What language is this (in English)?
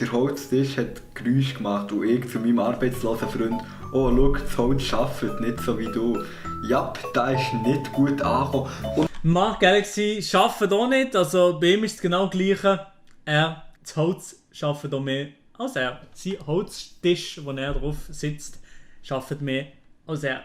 Swiss German